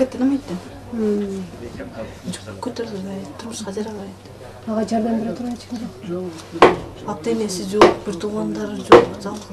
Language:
Kyrgyz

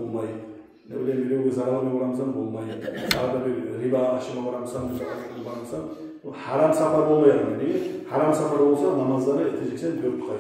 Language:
Kumyk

